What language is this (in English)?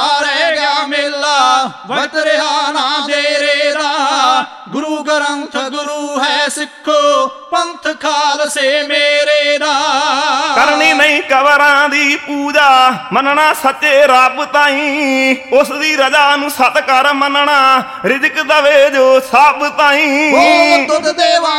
Punjabi